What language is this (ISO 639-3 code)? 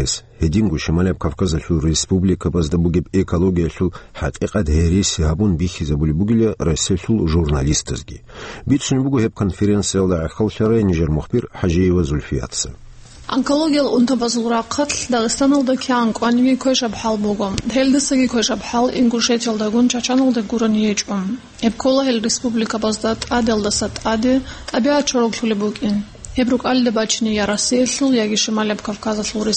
ava